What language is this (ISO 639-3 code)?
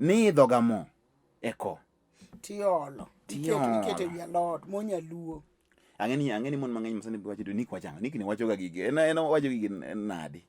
luo